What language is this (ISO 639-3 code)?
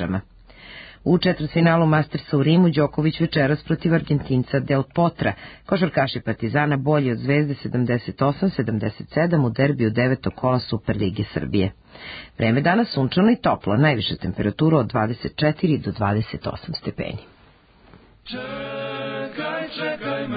srp